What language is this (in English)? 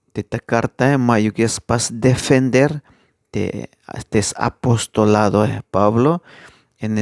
Tzeltal